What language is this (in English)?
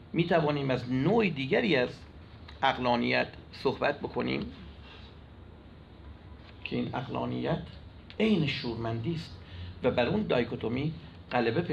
Persian